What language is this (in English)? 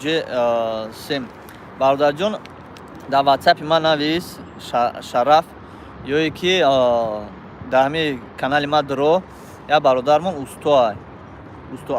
Tajik